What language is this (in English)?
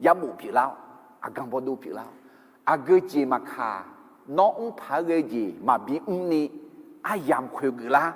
Akha